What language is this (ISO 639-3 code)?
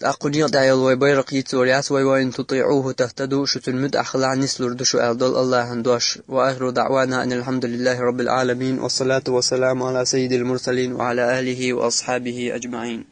che